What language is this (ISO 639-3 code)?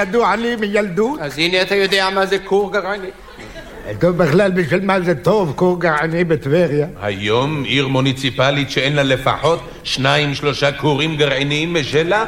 heb